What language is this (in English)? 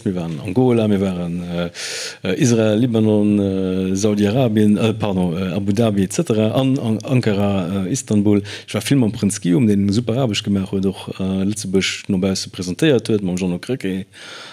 Luxembourgish